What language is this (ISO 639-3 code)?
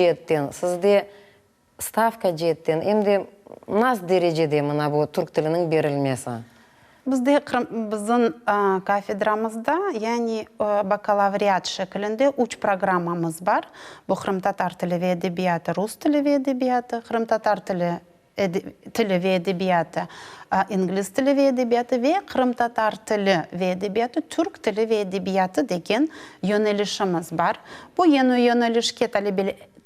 crh